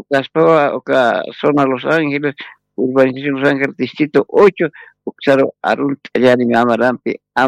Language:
Aymara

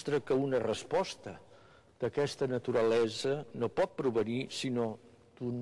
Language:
Catalan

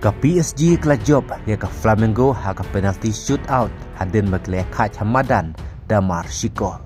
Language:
Khasi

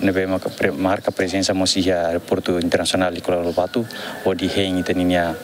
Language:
Tetum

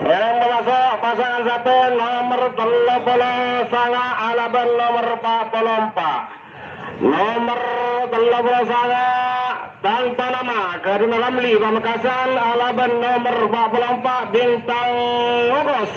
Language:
Madurese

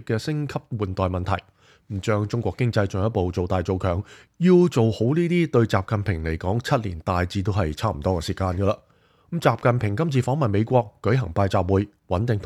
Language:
Cantonese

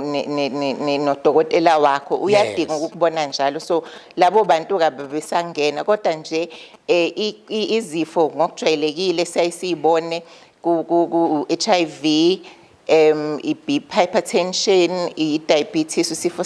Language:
Zulu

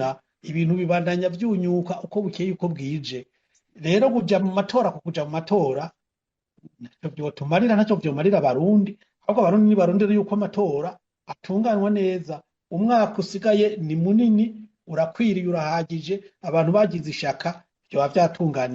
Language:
Rundi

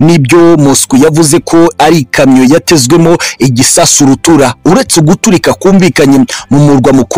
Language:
Kinyarwanda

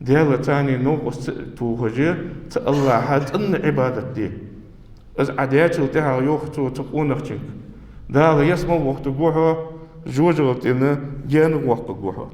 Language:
Ingush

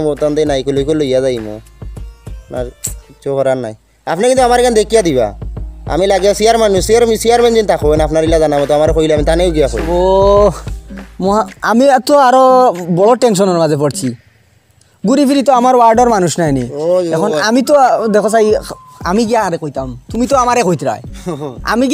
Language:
Sylheti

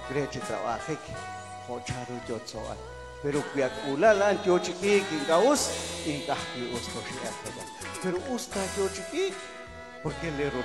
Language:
Kekchí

